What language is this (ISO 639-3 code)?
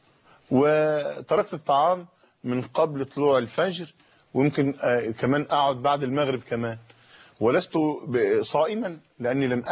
ara